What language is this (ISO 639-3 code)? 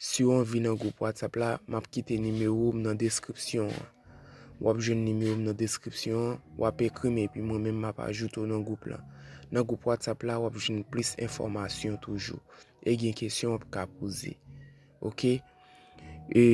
hat